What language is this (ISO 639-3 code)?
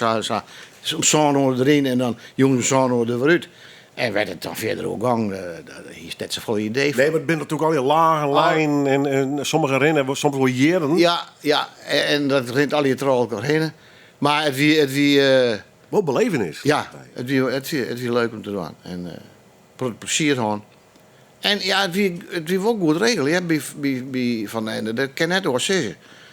fry